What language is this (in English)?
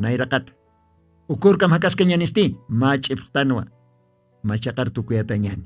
Aymara